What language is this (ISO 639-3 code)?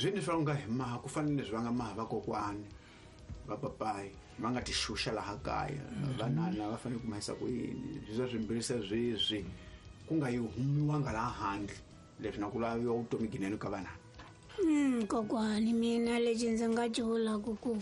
tso